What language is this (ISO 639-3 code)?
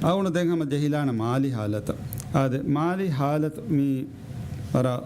div